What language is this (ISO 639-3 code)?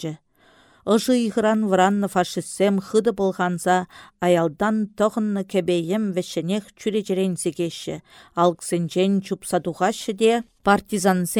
chv